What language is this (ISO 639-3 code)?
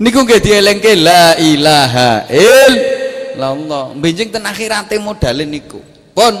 jav